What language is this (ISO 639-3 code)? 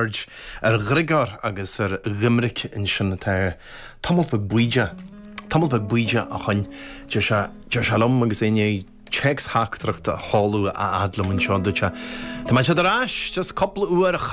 gle